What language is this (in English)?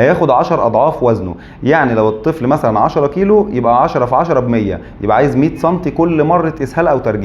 Egyptian Arabic